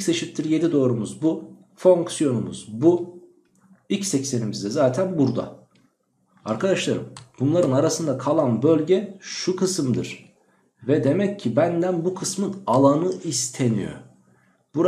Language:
Turkish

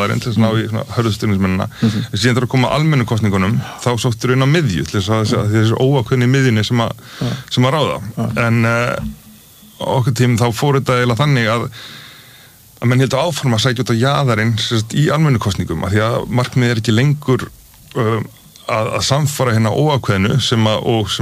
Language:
Icelandic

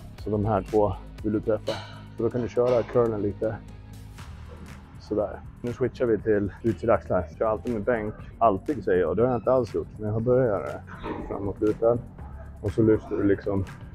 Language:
Swedish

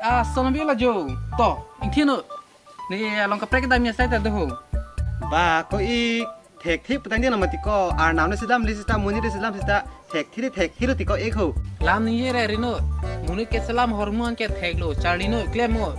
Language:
Karbi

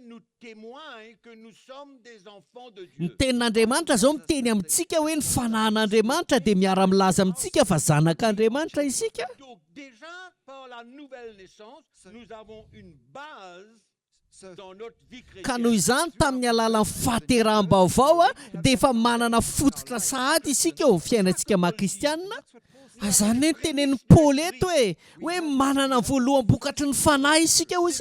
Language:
Malagasy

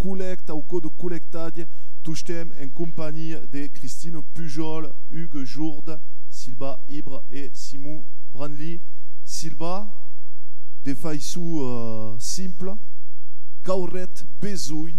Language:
Occitan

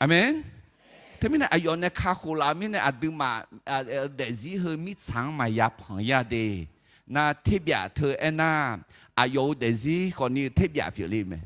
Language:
Akha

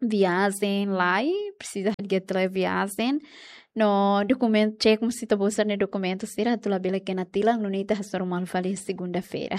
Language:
Tetum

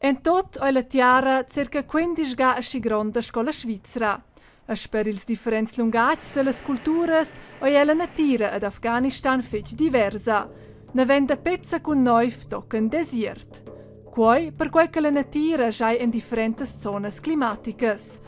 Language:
Romansh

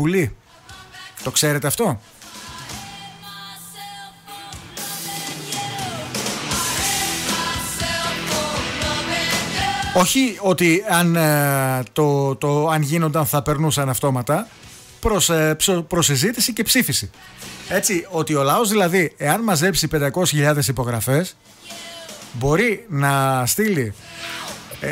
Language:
Greek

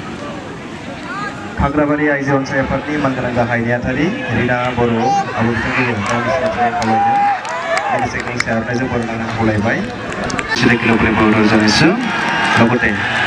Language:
Bodo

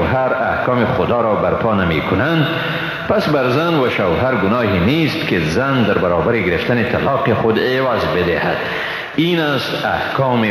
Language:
Persian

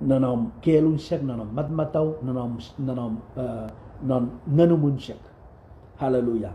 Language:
Pohnpeian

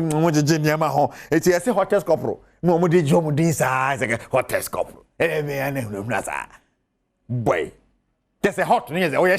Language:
Akan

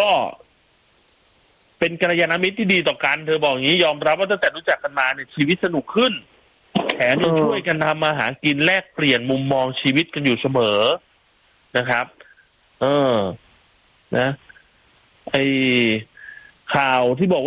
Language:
Thai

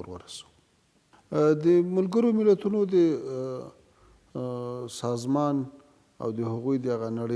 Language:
Pashto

